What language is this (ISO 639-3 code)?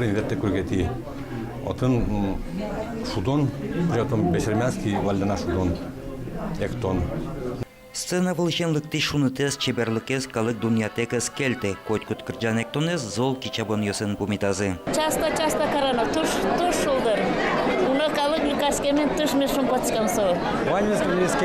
udm